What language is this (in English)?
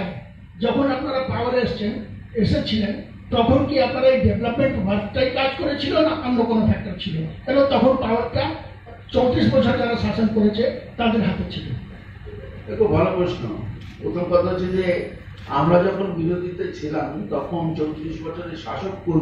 Bangla